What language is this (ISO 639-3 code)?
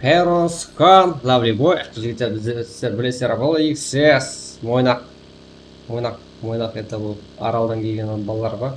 kaa